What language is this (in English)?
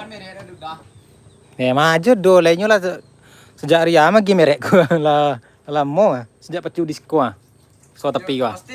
Minangkabau